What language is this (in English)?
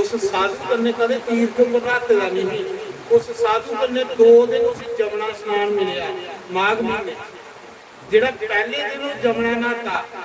Dogri